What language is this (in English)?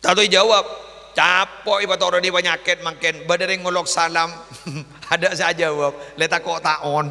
Madurese